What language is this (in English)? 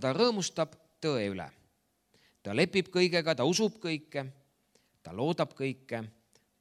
Estonian